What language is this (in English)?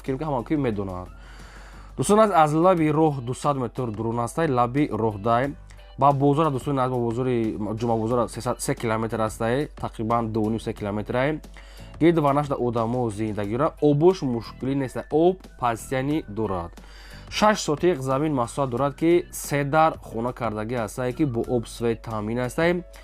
Tajik